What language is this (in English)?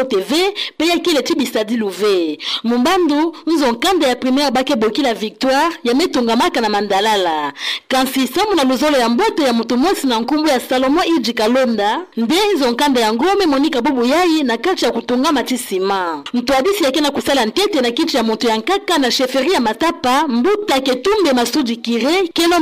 Kituba (Democratic Republic of Congo)